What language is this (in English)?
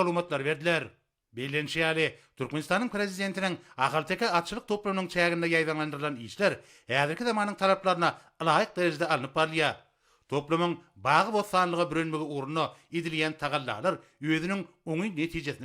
Turkmen